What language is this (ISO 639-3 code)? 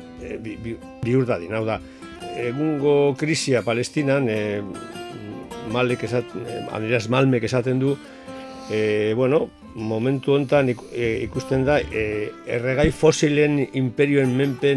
eus